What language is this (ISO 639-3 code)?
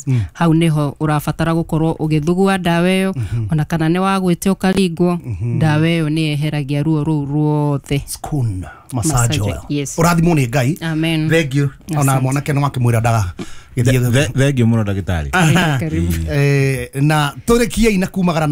kik